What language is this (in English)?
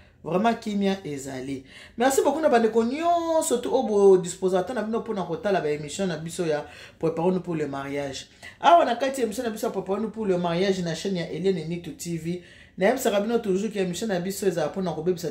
Lingala